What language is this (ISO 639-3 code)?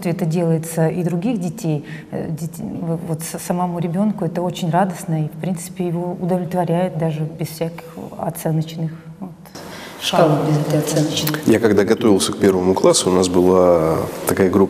rus